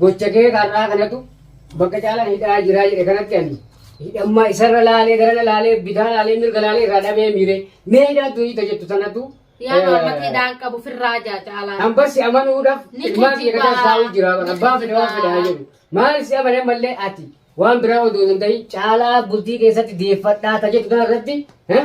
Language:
Oromo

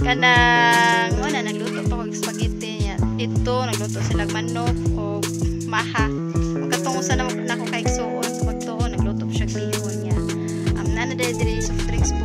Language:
Cebuano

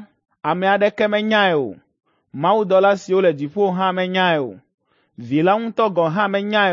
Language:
Ewe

